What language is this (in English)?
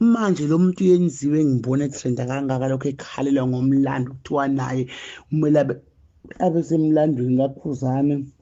Zulu